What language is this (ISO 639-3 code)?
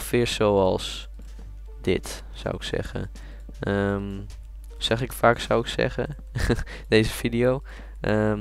nld